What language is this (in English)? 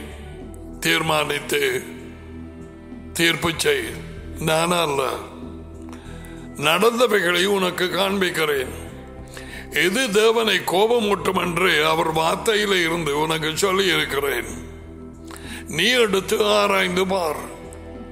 Tamil